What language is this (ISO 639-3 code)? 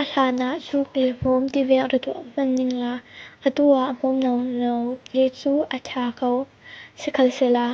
cfm